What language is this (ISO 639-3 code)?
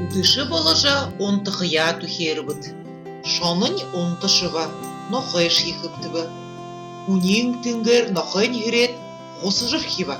bua